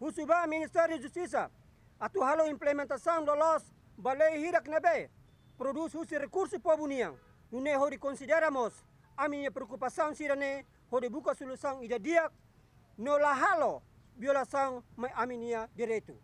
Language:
Tetum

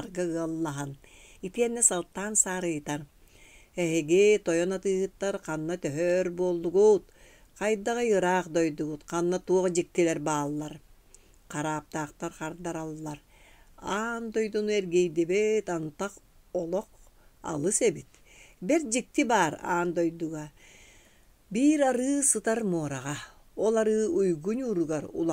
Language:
Yakut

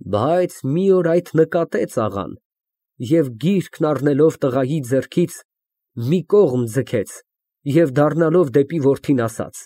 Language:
Armenian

